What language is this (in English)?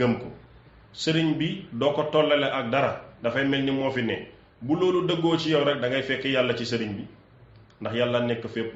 Wolof